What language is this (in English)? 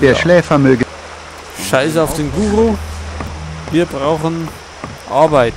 Bavarian